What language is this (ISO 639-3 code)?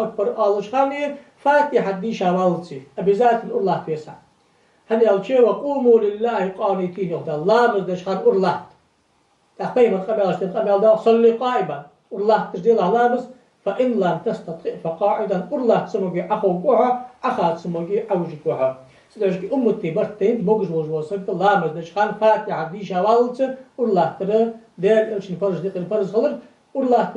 inh